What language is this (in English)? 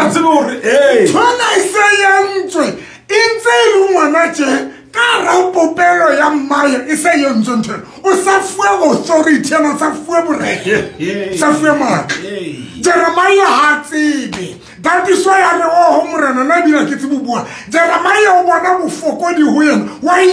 Southern Sotho